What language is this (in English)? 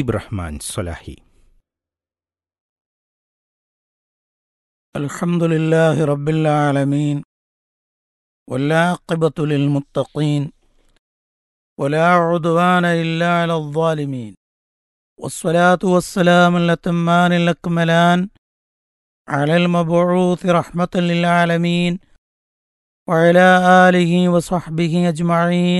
Malayalam